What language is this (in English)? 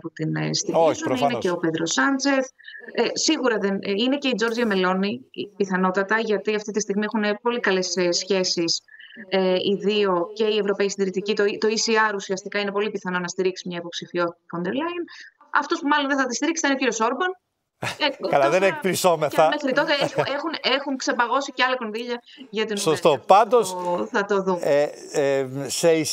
Greek